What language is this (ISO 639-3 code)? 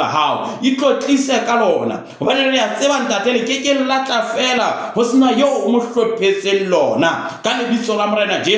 sot